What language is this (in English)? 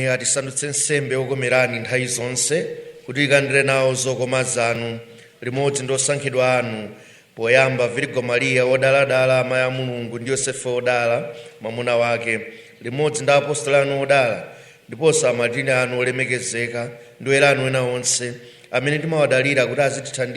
Nyanja